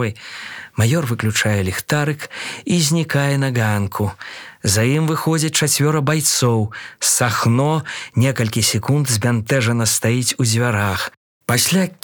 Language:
Belarusian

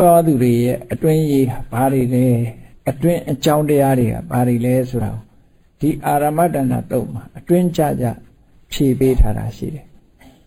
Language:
Burmese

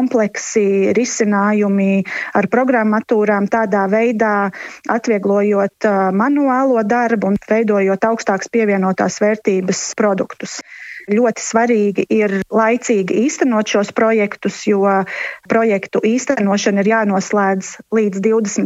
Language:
Latvian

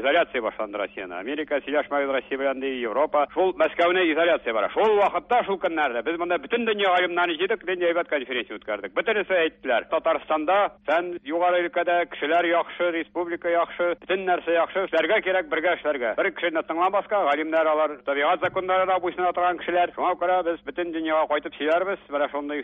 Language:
Tatar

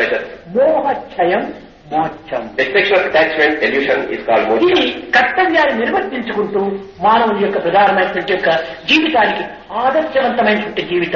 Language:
Telugu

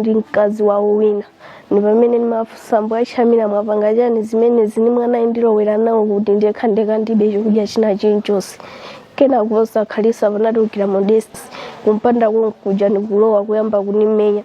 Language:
Nyanja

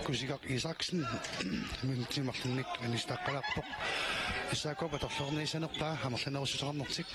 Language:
Kalaallisut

